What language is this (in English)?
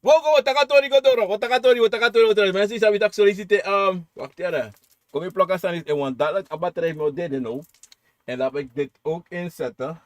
Sranan Tongo